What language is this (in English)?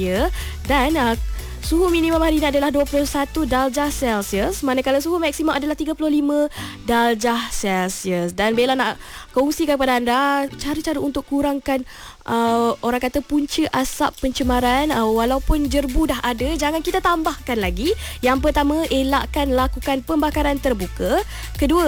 Malay